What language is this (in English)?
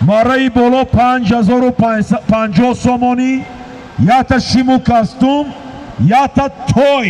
Tajik